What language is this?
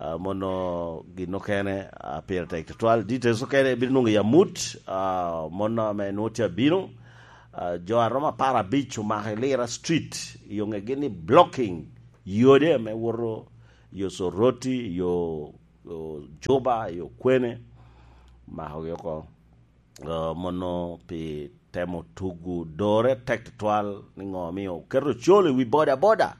Lango (Uganda)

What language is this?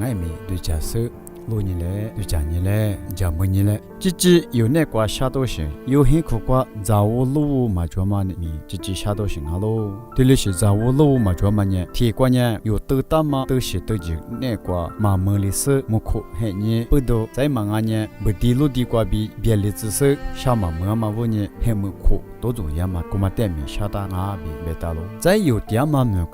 Lisu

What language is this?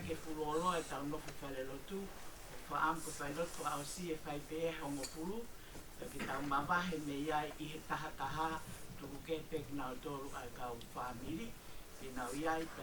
Tongan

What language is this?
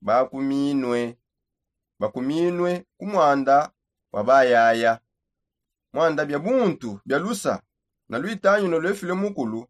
Songe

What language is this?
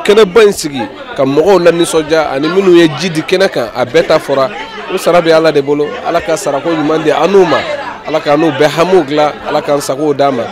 Bambara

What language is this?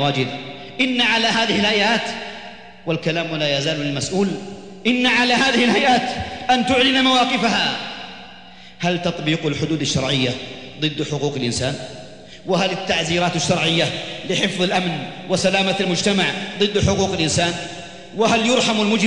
Arabic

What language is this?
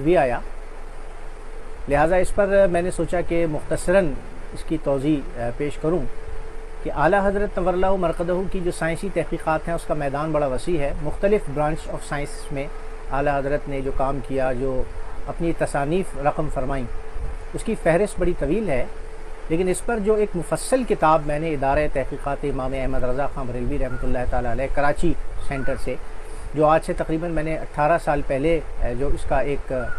Urdu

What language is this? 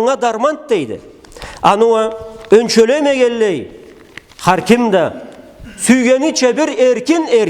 Karachay-Balkar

